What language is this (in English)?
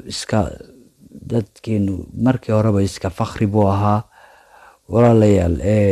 Somali